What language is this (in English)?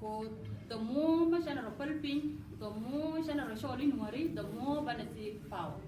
Nuer